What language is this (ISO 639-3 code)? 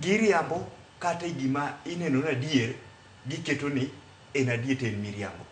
luo